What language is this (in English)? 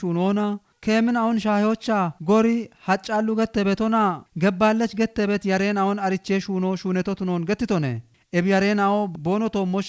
Kafa